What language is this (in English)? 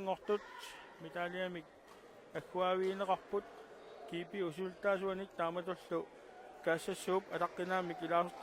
Kalaallisut